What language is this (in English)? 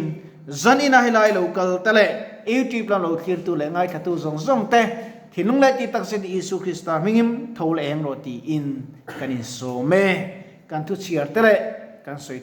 Mizo